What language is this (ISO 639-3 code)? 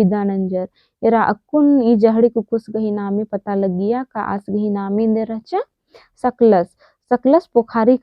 kru